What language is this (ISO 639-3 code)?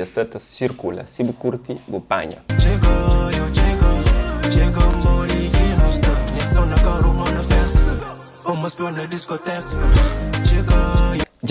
kea